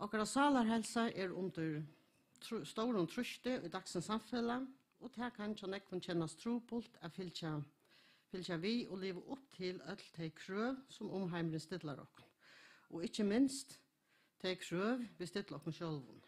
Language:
Faroese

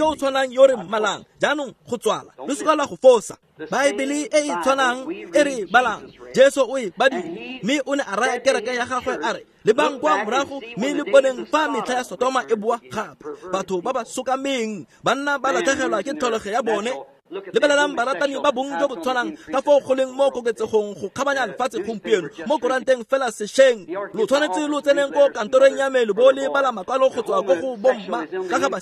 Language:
Tswana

